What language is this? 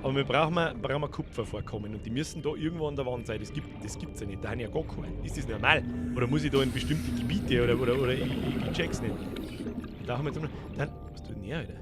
Bavarian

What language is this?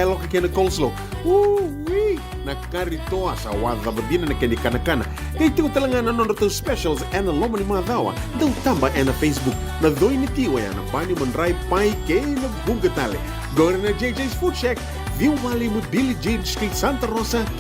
Fijian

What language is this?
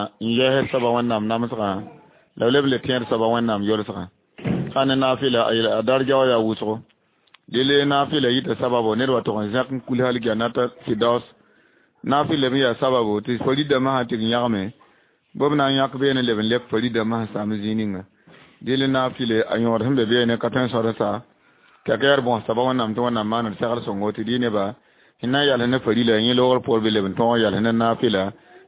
Mossi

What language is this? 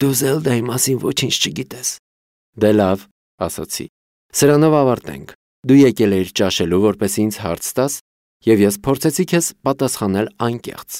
Armenian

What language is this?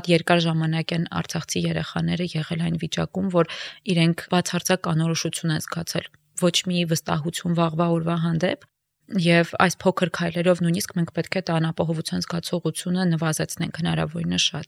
Armenian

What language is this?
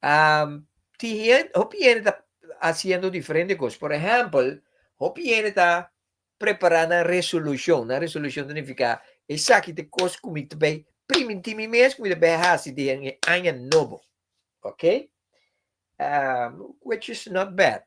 Papiamento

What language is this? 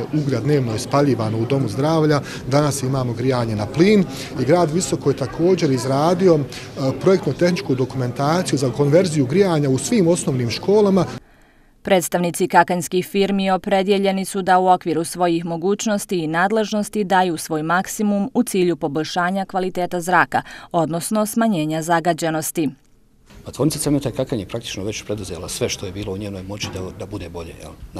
Bosnian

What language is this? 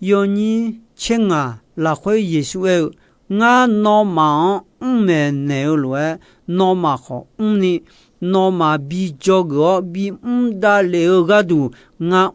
Akha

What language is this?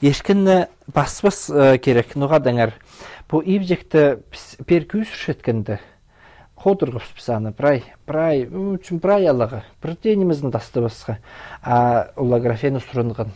Khakas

